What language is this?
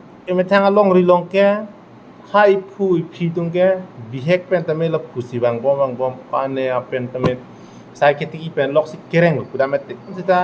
Karbi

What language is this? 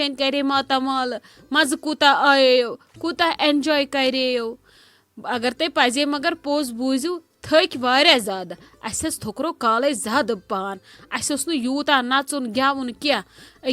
Kashmiri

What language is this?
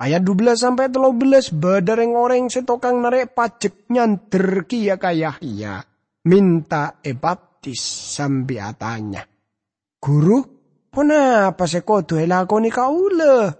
Madurese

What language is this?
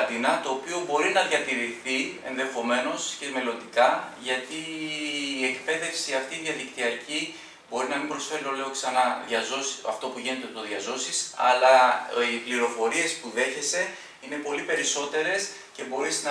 Greek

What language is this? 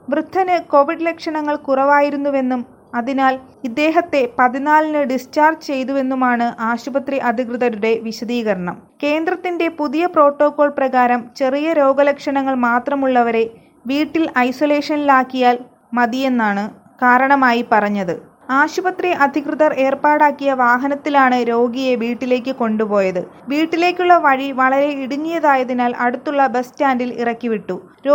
Malayalam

